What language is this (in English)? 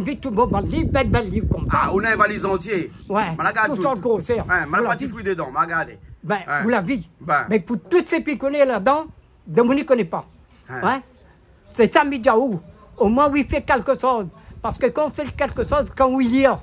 Réunion Creole French